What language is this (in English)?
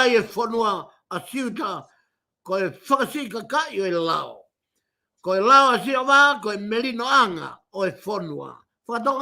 Tongan